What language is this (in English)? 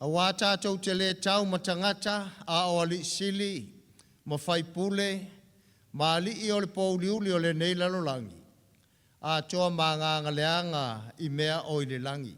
Samoan